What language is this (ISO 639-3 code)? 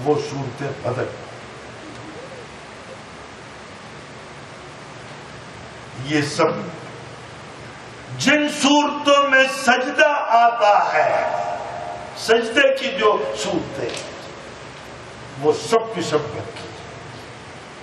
urd